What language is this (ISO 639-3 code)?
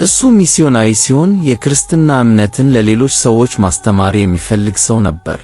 amh